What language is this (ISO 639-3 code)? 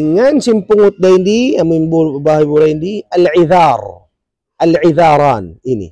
tsg